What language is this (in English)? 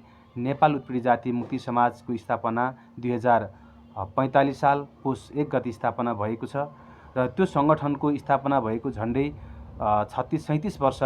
Nepali